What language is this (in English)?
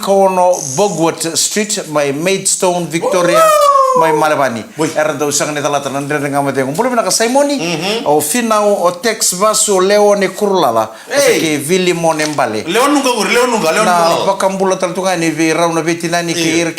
Fijian